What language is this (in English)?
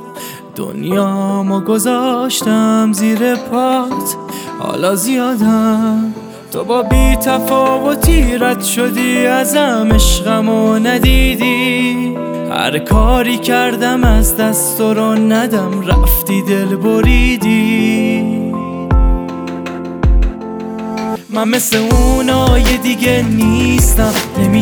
Persian